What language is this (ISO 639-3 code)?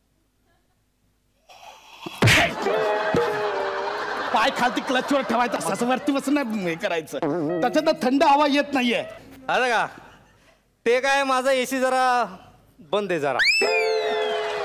mar